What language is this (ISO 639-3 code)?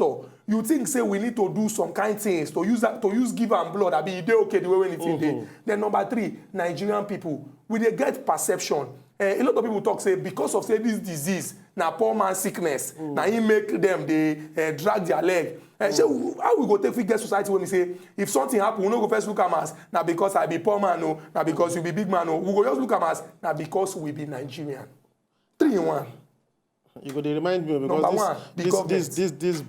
pcm